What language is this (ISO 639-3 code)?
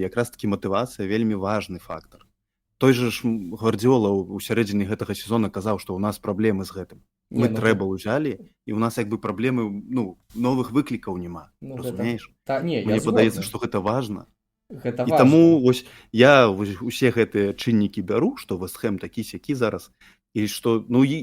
bel